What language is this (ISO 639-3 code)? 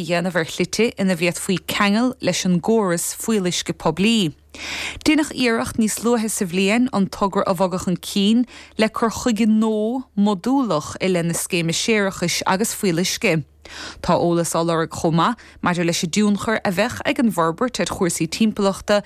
gle